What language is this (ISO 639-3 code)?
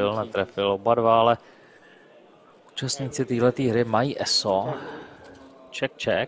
ces